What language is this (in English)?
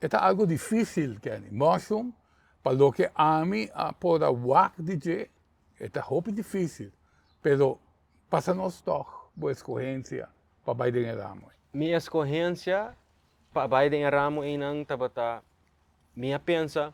Papiamento